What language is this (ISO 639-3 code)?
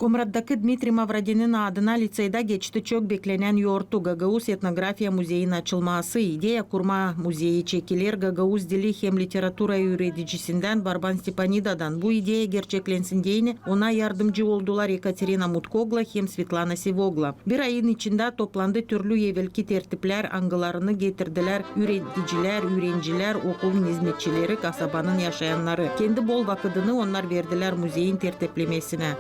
gag